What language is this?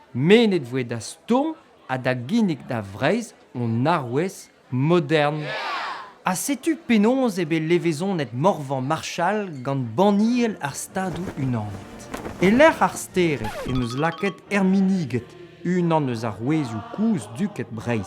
Breton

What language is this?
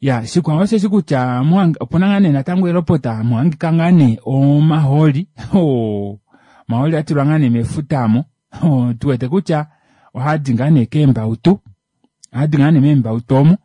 Kuanyama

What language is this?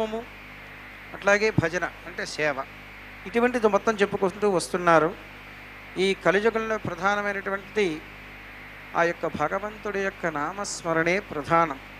Telugu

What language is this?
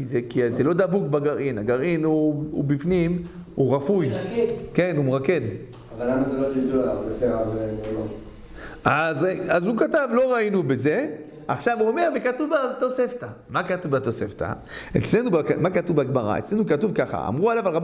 Hebrew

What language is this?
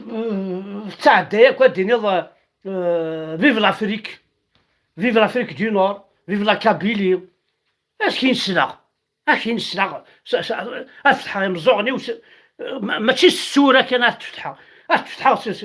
Kabyle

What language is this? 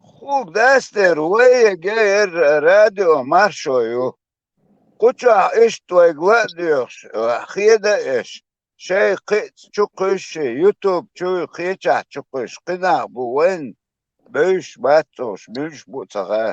Chechen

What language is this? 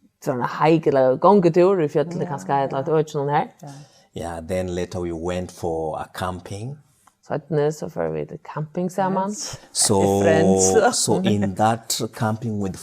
Faroese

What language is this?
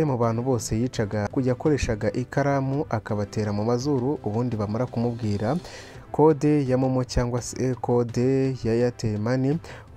Kinyarwanda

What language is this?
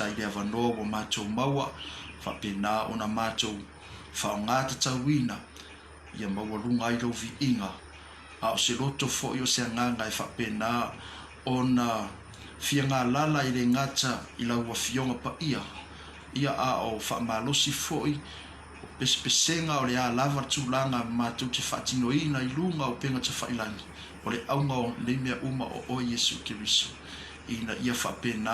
Samoan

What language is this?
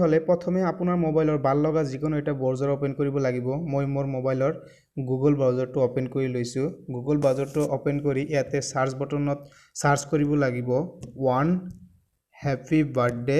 Assamese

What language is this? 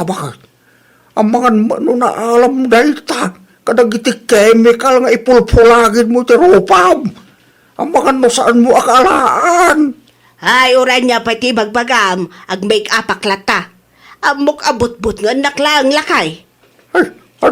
Iloko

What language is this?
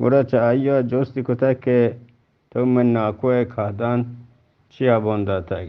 Eastern Balochi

